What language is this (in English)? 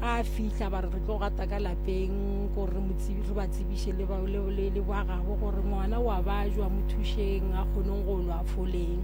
Northern Sotho